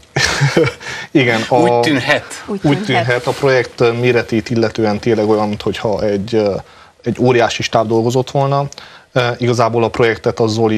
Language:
Hungarian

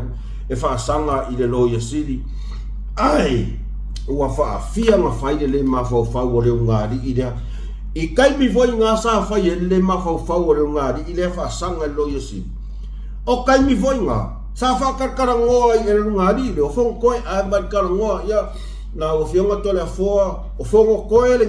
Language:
Samoan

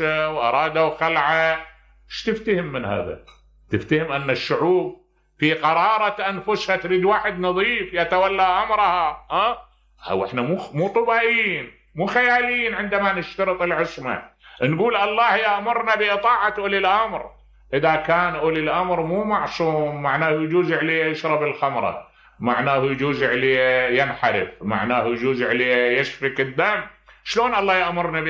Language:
Mesopotamian Arabic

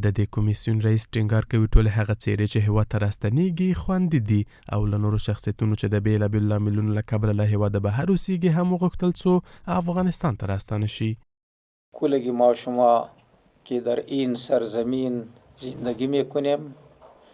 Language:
Pashto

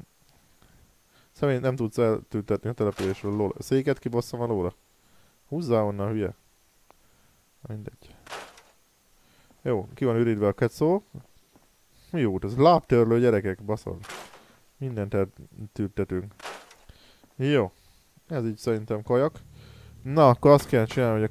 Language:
Hungarian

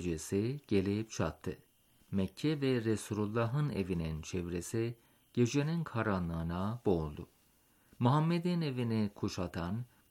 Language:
Turkish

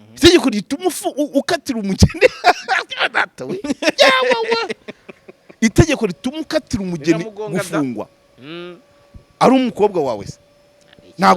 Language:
Kinyarwanda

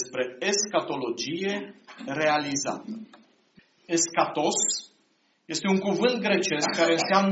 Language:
Romanian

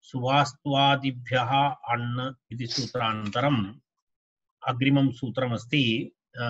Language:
Sanskrit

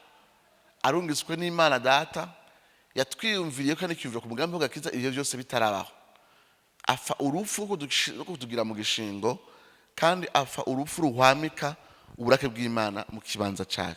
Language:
Rundi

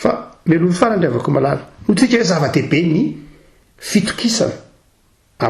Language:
Malagasy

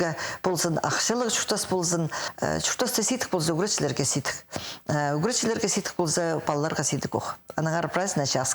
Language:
Khakas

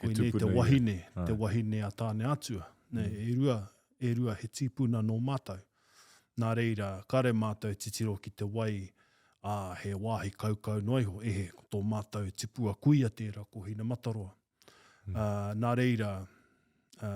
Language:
Māori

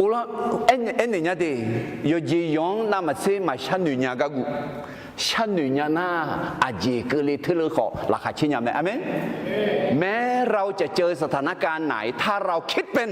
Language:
Akha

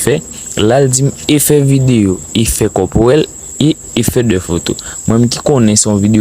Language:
Haitian Creole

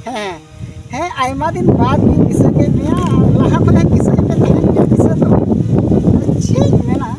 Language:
Santali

